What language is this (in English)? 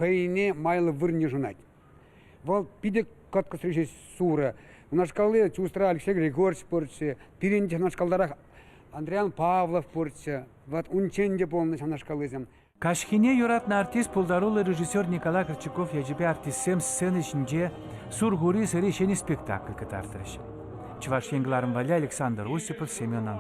Chuvash